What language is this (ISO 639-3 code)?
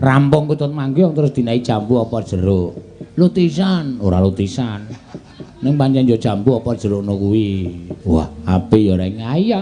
jav